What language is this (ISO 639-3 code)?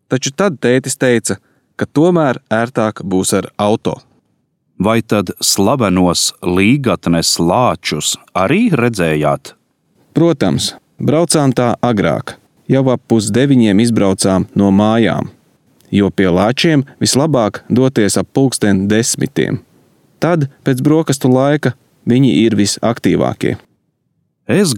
lav